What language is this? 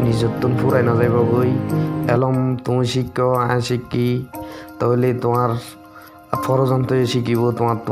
Rohingya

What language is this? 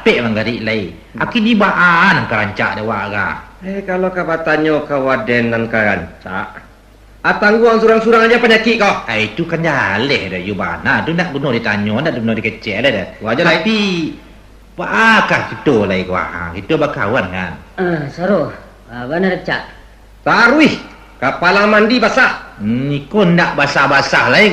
Minangkabau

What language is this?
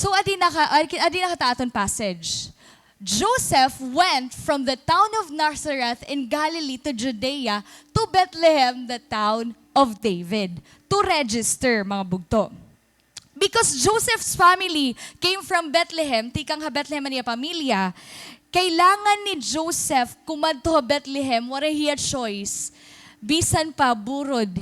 Waray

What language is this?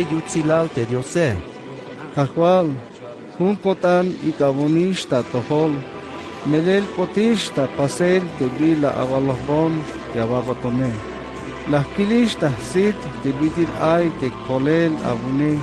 Tzeltal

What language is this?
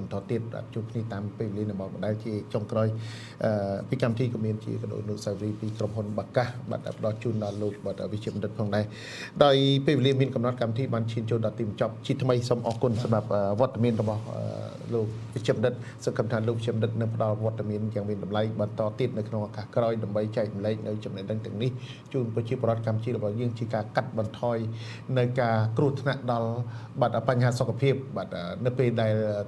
Khmer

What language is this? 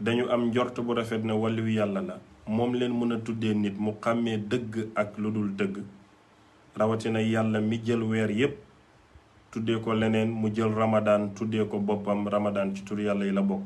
Wolof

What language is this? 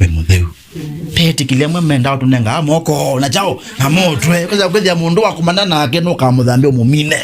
Kamba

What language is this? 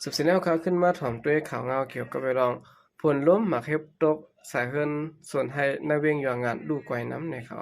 Shan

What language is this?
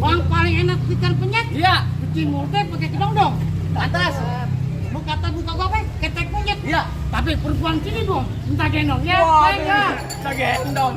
Betawi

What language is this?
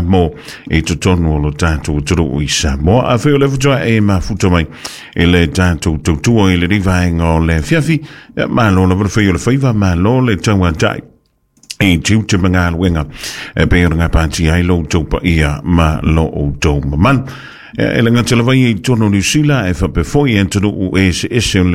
Samoan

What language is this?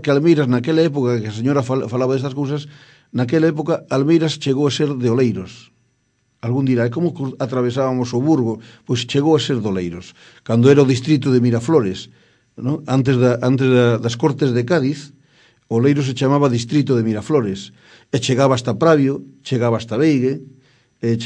Galician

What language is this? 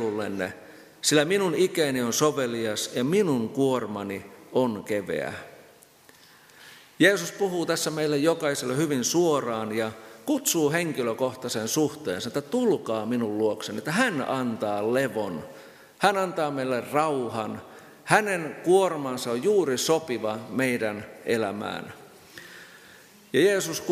Finnish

